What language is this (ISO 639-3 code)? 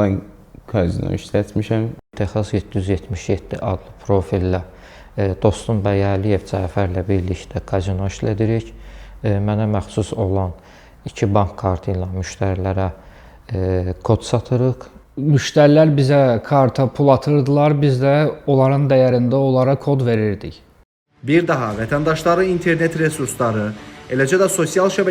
aze